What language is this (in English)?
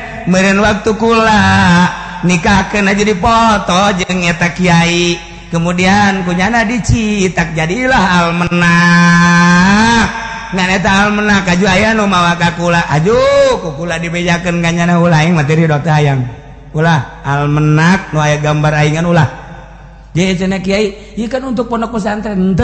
Sundanese